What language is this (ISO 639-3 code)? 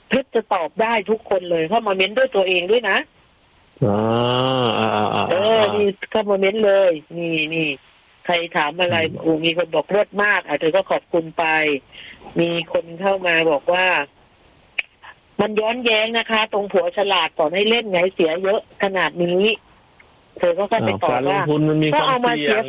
tha